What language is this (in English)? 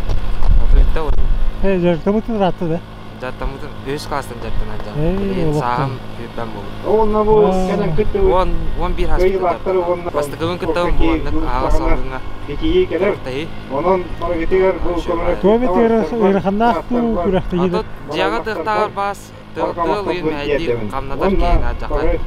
Yakut